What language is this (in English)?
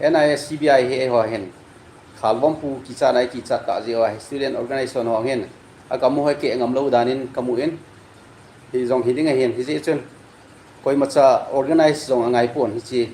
Thado Chin